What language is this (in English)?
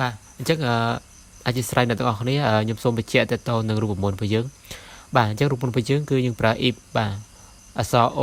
Khmer